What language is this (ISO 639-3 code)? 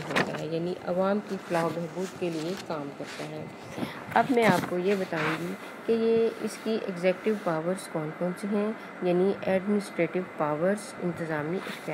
urd